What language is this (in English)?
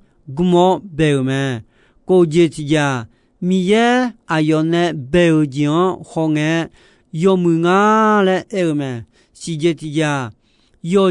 Akha